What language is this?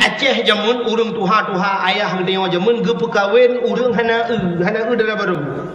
Achinese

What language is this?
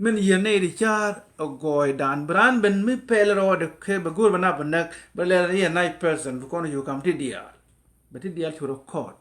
Nuer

